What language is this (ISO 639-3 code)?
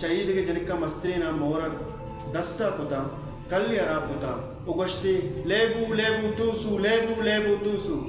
bal